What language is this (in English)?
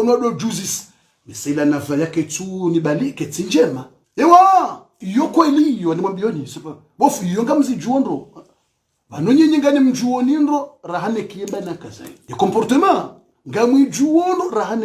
Ngazidja Comorian